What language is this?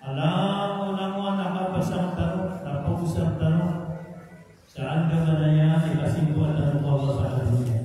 Maranao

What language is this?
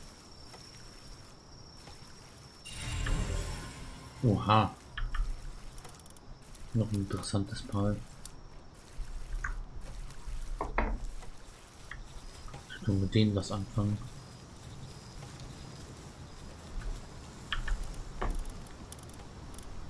German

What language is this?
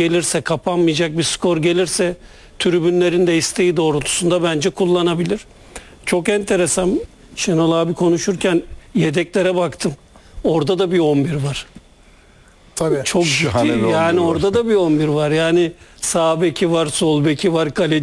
Turkish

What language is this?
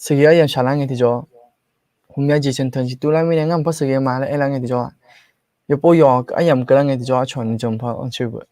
Akha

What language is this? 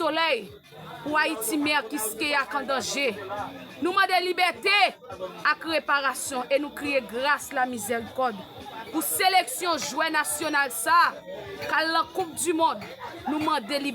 Haitian Creole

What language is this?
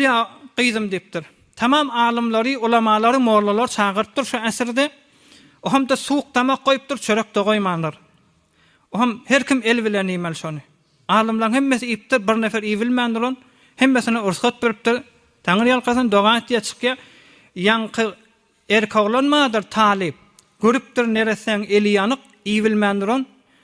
Turkmen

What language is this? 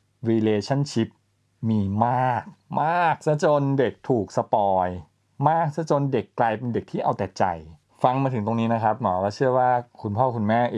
Thai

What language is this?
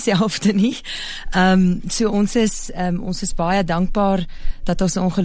Afrikaans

